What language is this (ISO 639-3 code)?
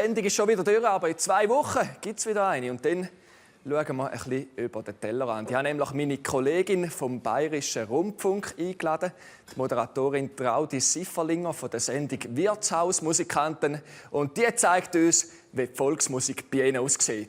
gsw